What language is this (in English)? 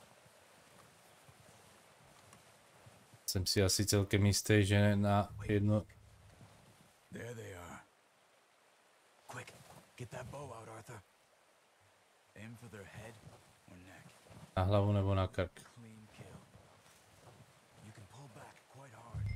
Czech